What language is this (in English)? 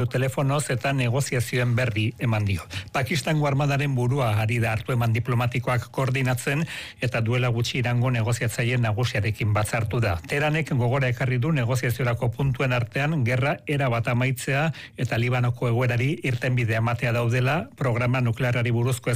Basque